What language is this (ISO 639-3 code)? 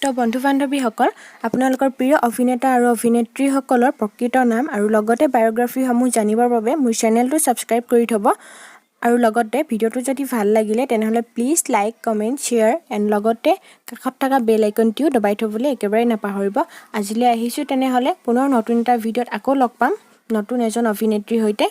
asm